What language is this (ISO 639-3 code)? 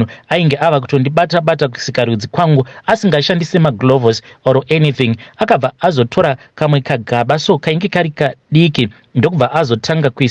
sna